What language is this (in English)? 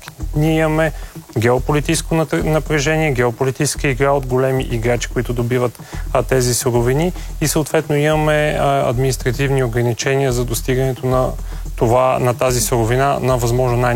Bulgarian